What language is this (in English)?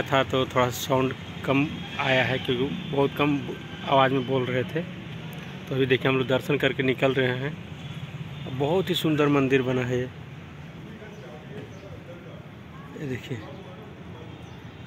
Hindi